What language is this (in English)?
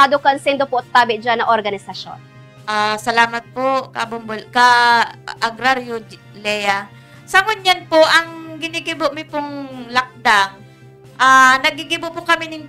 Bikol